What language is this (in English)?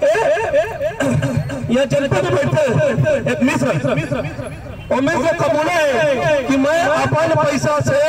Chhattisgarhi